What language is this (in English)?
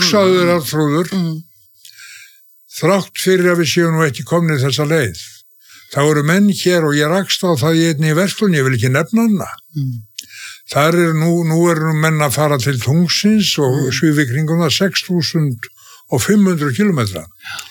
Icelandic